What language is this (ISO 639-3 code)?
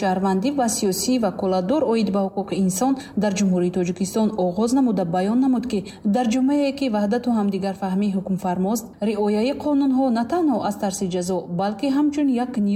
tgk